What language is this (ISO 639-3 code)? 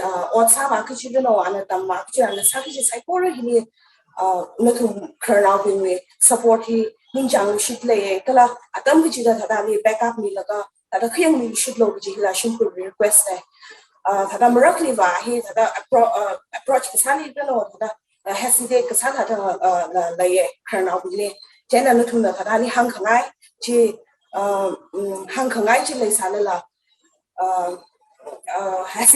nmf